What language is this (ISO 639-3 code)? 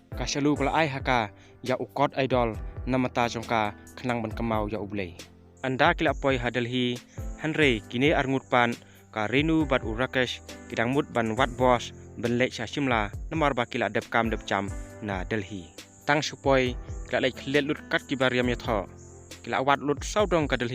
kha